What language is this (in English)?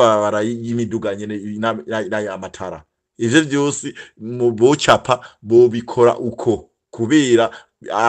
Rundi